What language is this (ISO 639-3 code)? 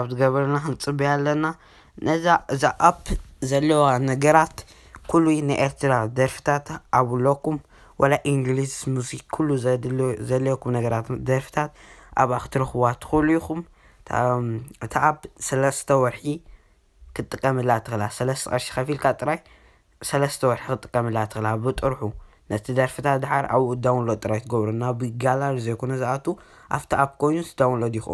tir